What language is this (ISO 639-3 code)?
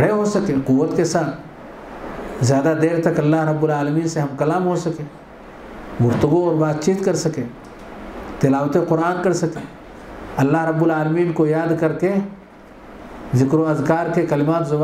urd